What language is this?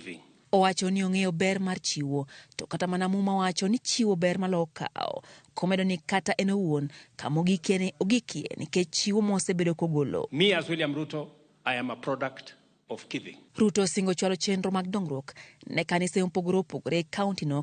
Luo (Kenya and Tanzania)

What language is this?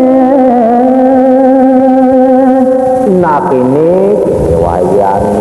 Balinese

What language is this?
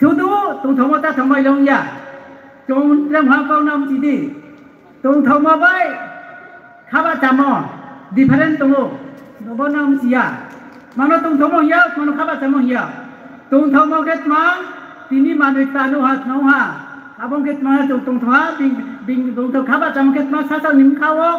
Riang (India)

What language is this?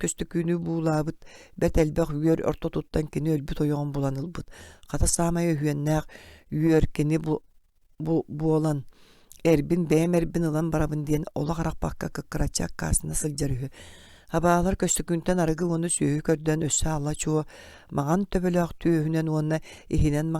Yakut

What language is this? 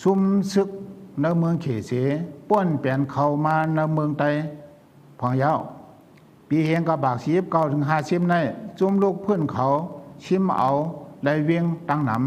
Shan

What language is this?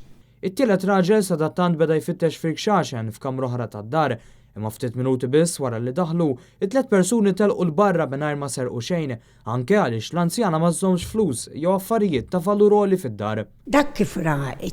Maltese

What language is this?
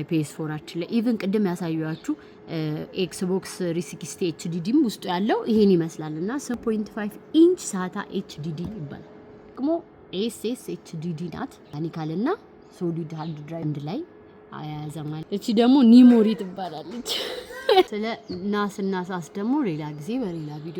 Amharic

